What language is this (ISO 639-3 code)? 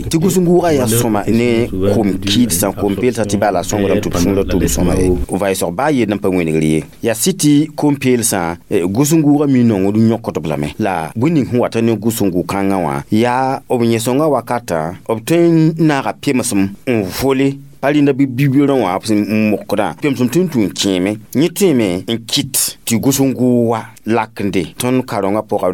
mos